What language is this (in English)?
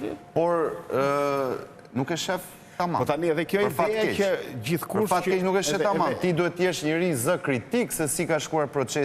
Albanian